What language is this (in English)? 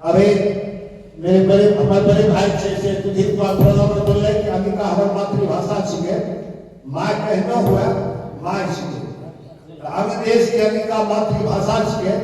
Angika